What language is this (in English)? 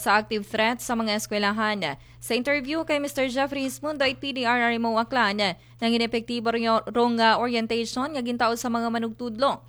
Aklanon